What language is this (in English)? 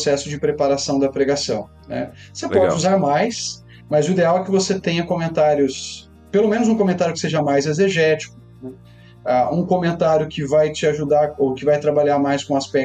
Portuguese